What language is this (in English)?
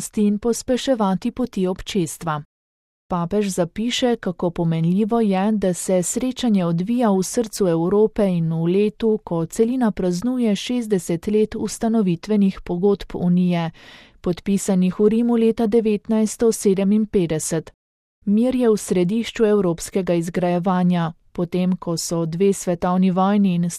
Slovenian